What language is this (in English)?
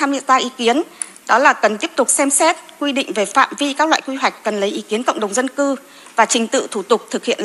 Vietnamese